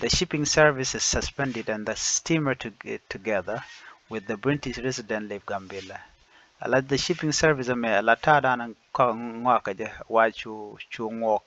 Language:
Nuer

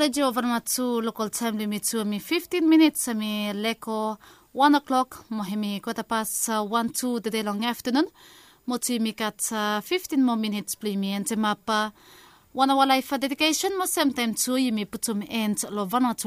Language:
Bislama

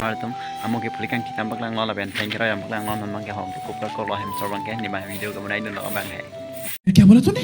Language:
Karbi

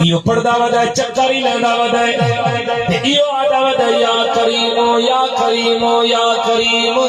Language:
Saraiki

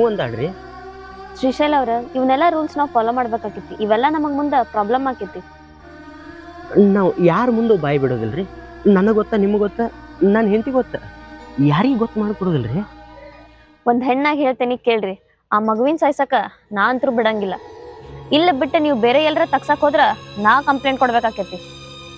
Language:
Kannada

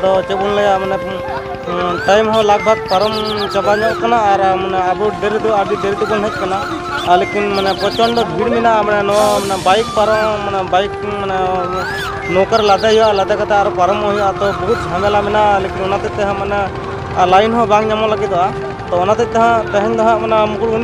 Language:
Santali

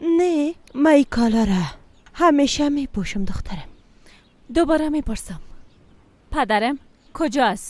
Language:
Tajik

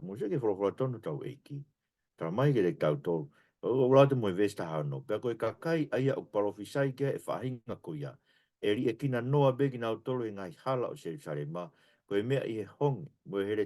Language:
Tongan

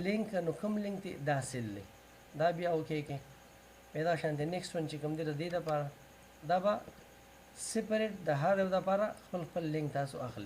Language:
Pashto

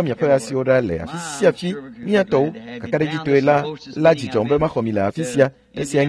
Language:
Ewe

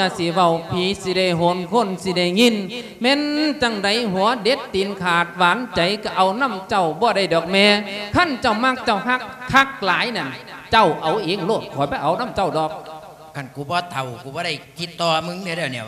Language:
Lao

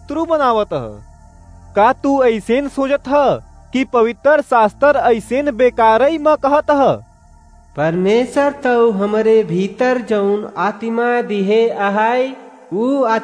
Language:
Awadhi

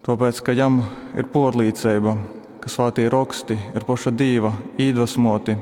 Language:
Latgalian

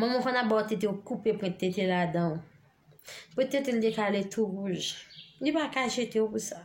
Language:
Haitian Creole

